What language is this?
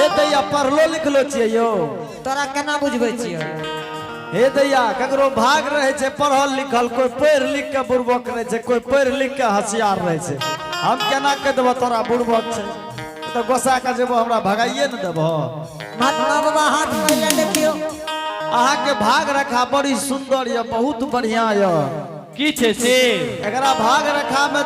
Maithili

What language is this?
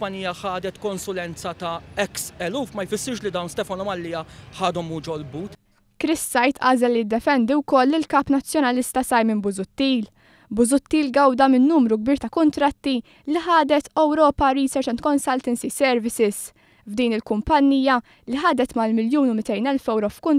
Maltese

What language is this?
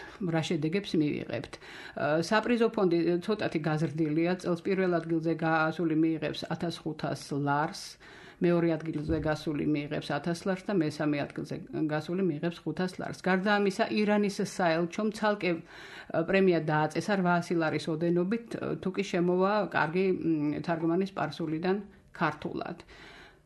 Georgian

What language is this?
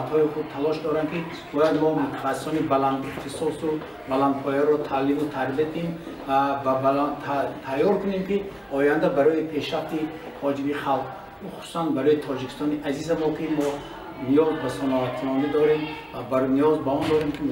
Tajik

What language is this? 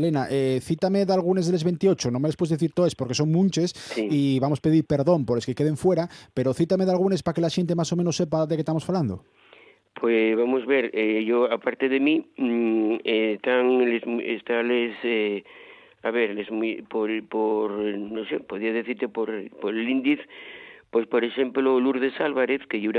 Asturian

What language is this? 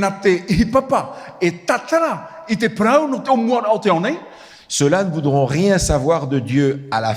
Tahitian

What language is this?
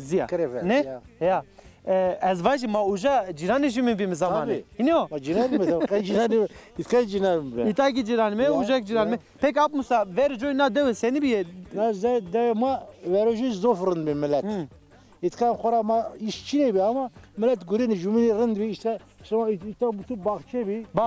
Zaza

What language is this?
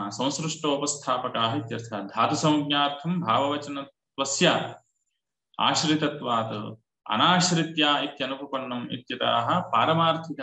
Sanskrit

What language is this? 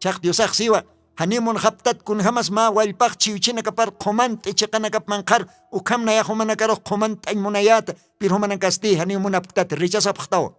Aymara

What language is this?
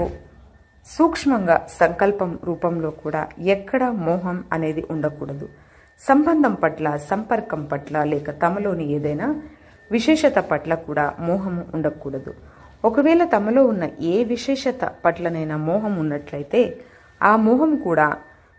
Telugu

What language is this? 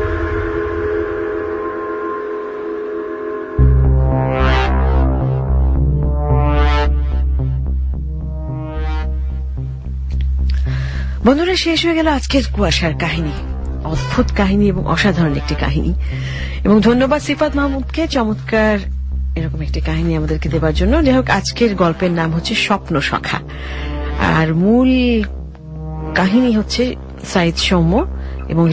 Bangla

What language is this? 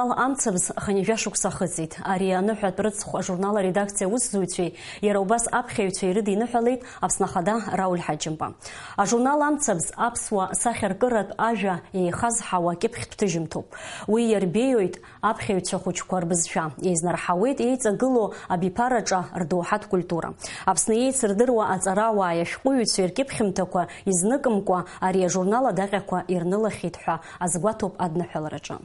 Abkhazian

